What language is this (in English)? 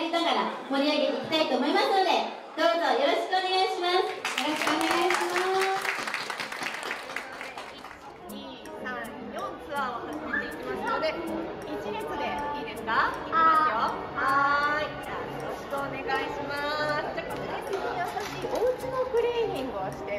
Japanese